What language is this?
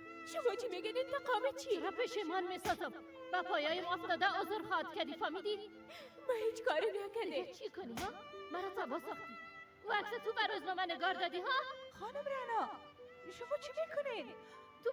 Persian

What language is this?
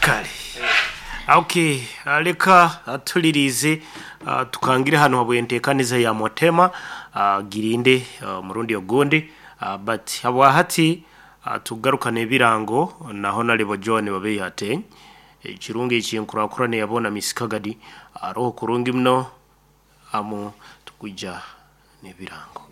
Nyankole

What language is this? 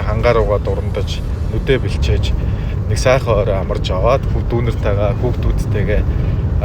Mongolian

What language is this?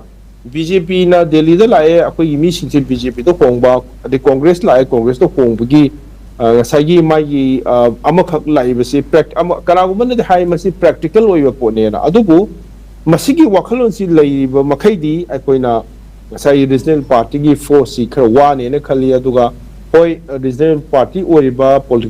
Manipuri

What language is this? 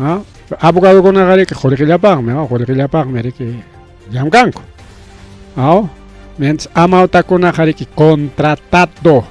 Ayacucho Quechua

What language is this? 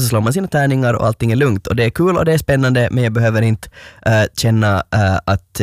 Swedish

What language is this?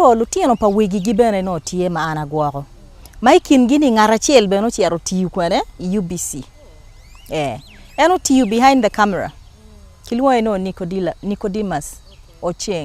Acoli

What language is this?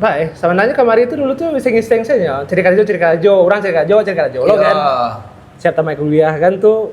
Minangkabau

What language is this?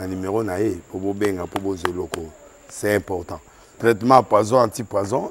Lingala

